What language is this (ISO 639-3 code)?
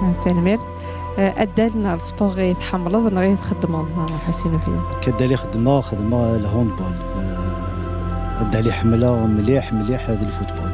kab